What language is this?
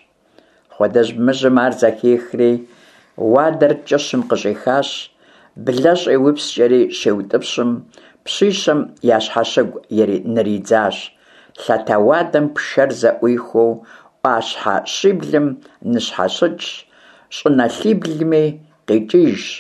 Kabardian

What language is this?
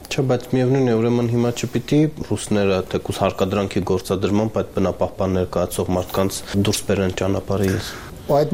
Armenian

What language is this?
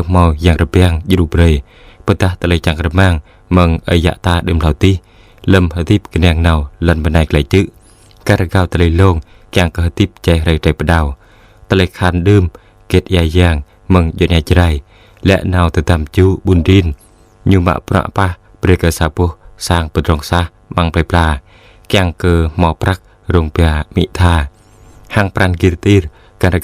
Jarai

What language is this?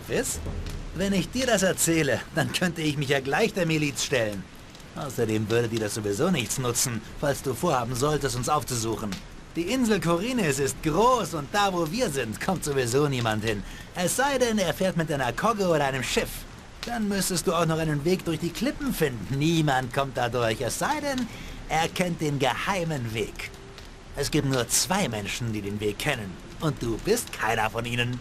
Bavarian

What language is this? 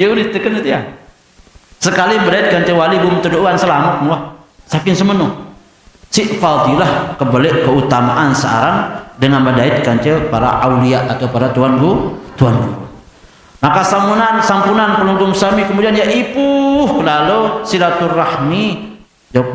Sasak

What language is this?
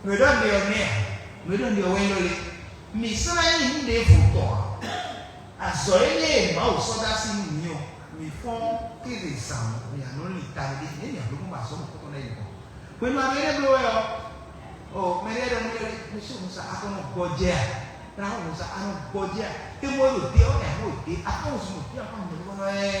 Fon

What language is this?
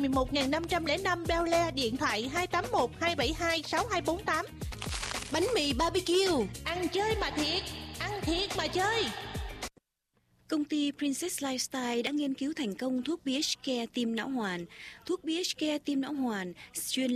Vietnamese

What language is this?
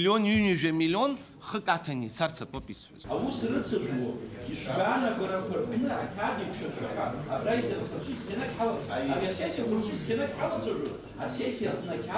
Abkhazian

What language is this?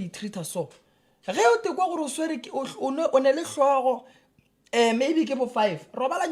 Northern Sotho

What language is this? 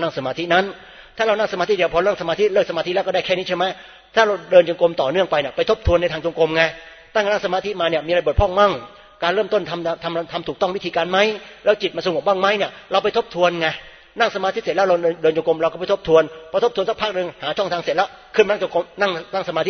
Thai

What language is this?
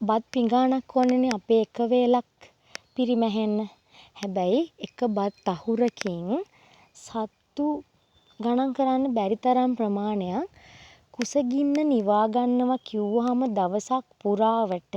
Sinhala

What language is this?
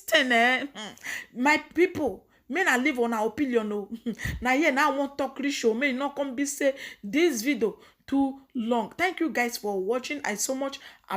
Nigerian Pidgin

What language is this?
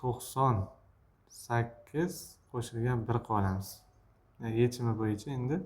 Uzbek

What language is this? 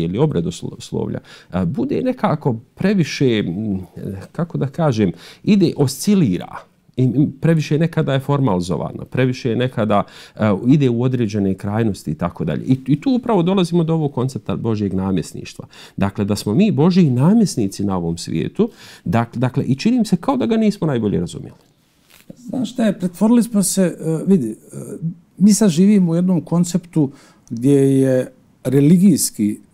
Bosnian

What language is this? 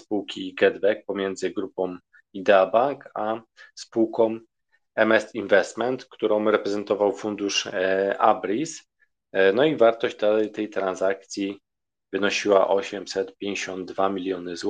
Polish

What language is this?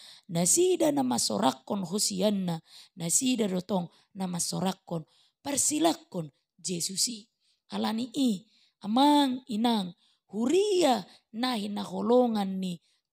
Batak Toba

